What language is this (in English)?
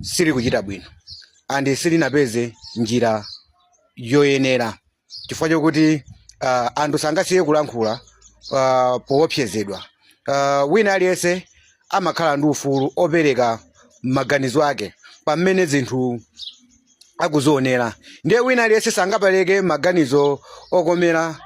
Nyanja